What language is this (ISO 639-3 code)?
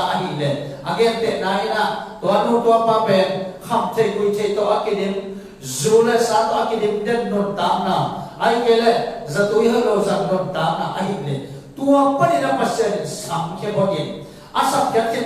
ctd